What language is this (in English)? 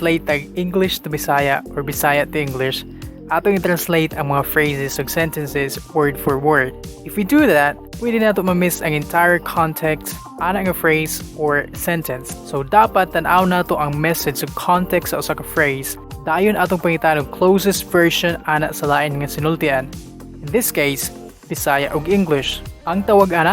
Cebuano